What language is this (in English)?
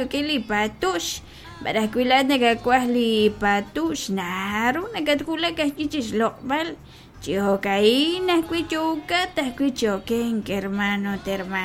Kekchí